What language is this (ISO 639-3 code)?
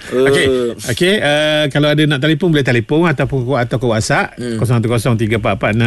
msa